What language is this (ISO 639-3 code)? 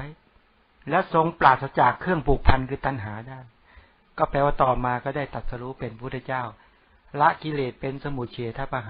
tha